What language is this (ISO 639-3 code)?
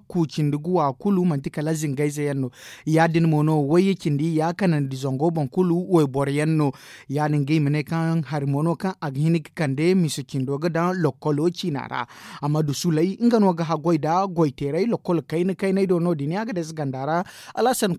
dje